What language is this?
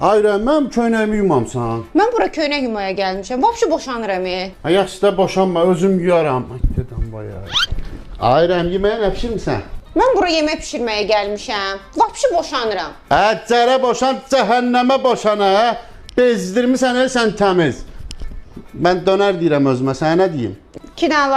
Azerbaijani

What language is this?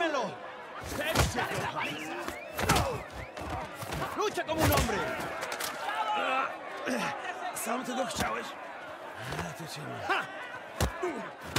Polish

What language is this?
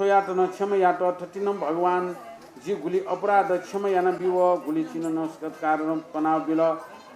Newari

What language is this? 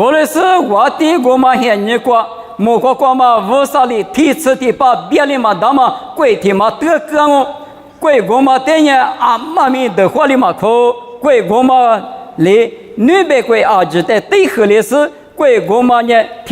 Lisu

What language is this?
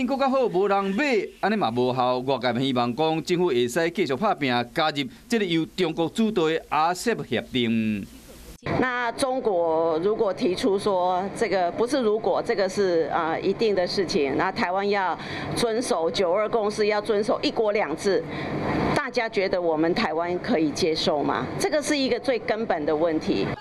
Min Nan Chinese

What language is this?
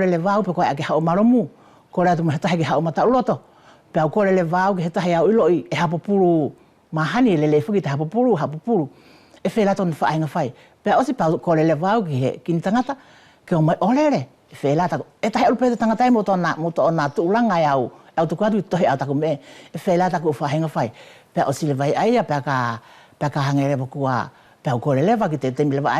Wallisian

